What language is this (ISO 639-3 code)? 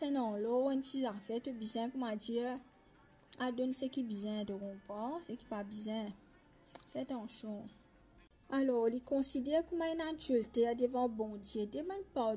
mfe